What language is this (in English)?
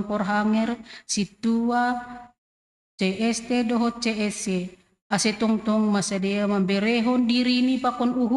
Batak Simalungun